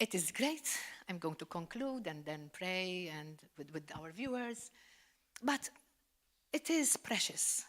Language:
English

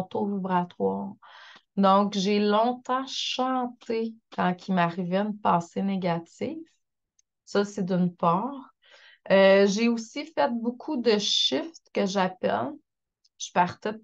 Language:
French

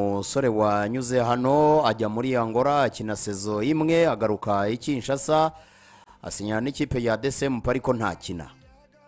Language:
Kinyarwanda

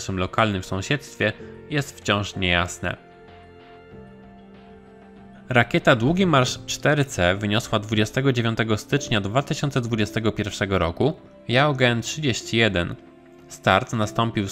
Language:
Polish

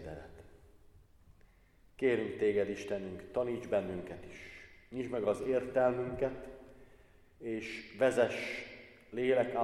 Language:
Hungarian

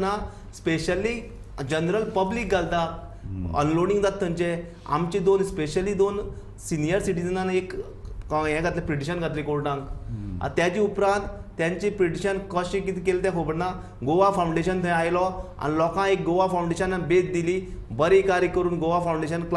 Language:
Konkani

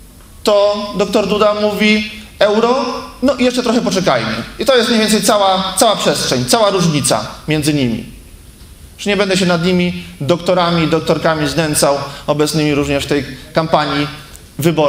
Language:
Polish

